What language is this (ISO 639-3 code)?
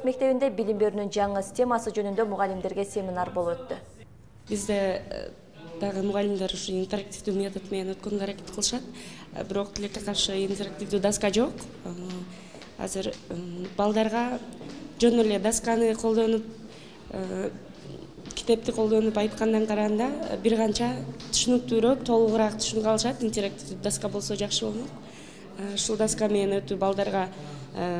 kir